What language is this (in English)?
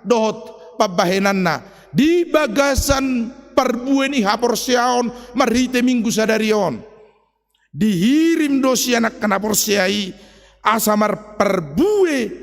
Batak Toba